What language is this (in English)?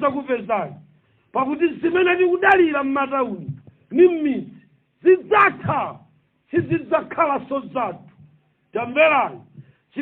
Nyanja